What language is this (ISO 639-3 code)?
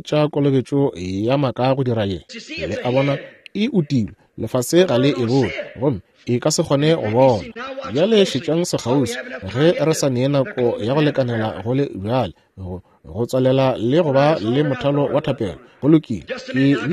nso